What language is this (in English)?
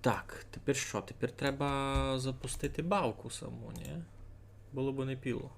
Rusyn